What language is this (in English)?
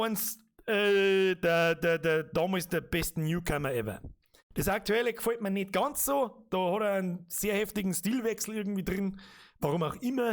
Bavarian